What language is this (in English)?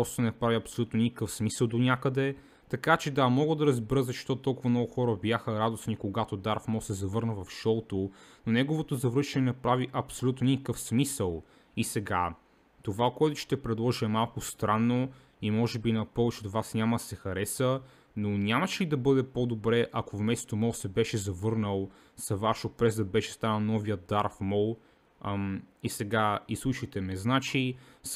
Bulgarian